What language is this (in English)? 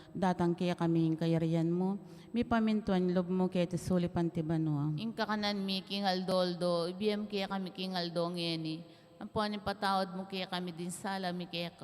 Pampanga